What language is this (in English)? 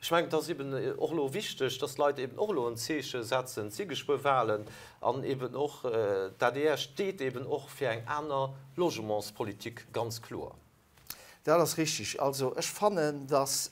Luxembourgish